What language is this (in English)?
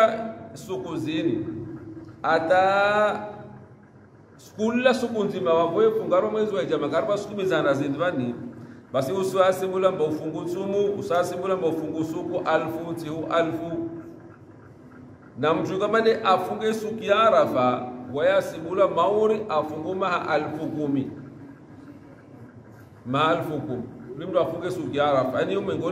Swahili